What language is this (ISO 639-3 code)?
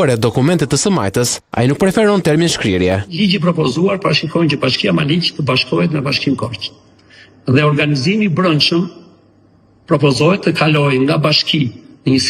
sqi